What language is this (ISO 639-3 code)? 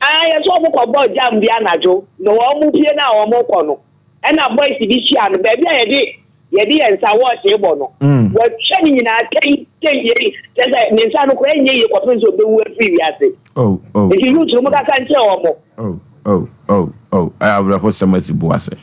aka